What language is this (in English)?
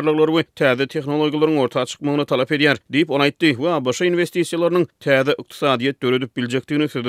Turkmen